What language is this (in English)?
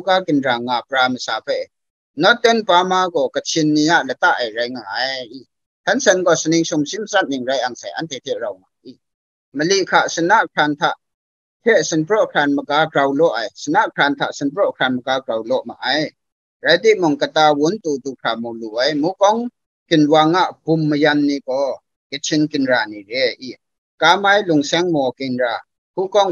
Kachin